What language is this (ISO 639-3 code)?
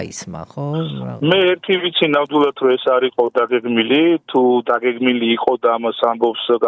kat